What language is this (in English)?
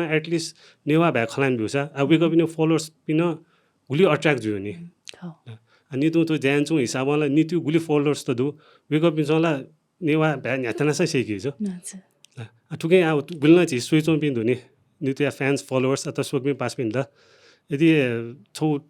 Newari